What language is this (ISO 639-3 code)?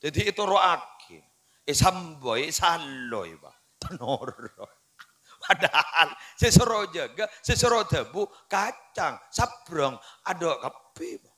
mad